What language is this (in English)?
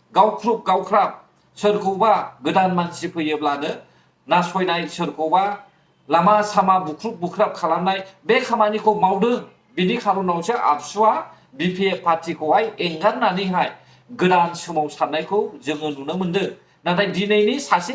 Bodo